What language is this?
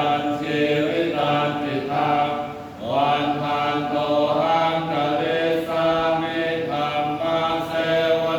Pali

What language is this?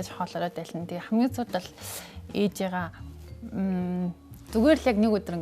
Mongolian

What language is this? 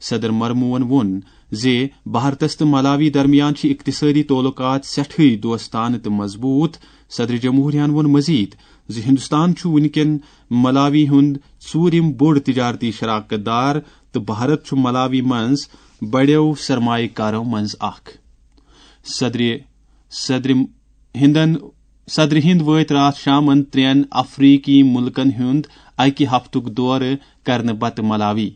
Kashmiri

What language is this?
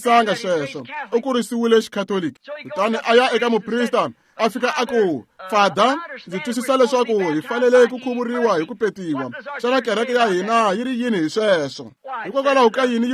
Tsonga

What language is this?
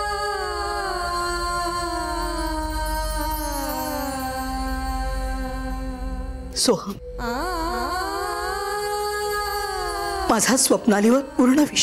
Marathi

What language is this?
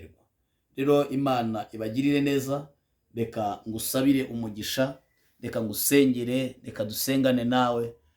Kinyarwanda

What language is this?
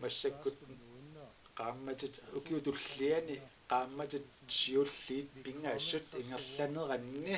Kalaallisut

